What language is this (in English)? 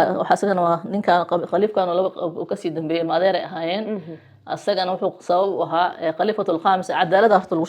Somali